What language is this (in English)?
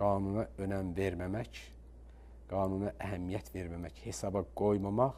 Azerbaijani